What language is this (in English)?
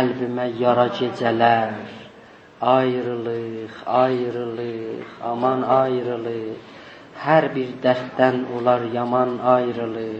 South Azerbaijani